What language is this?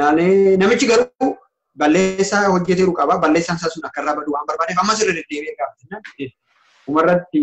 Oromo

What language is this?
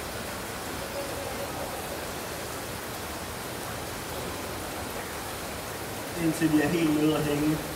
Danish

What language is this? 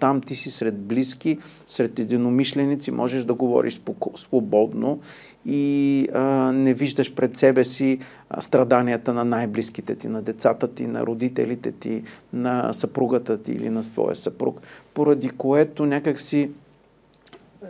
Bulgarian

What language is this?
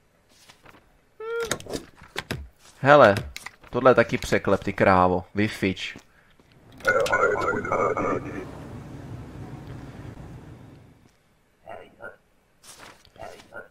Czech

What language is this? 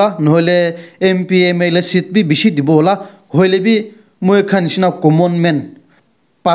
Naga Pidgin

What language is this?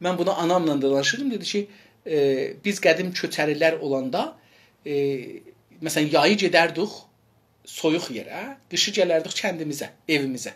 South Azerbaijani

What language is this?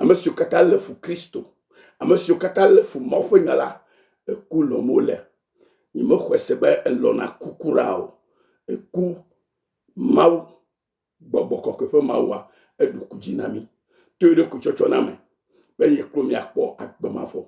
Ewe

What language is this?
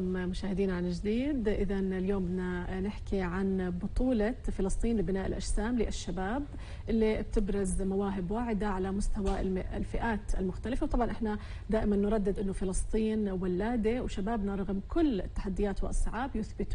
North Levantine Arabic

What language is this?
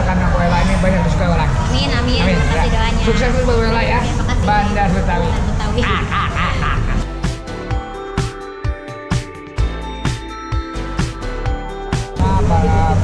Indonesian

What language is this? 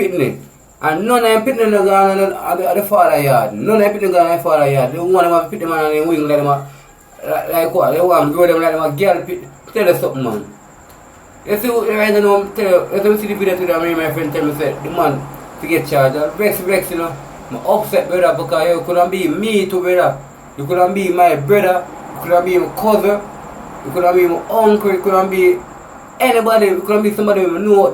Jamaican Creole English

